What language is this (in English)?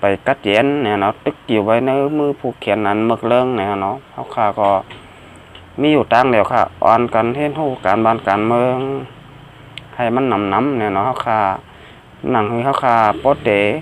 Shan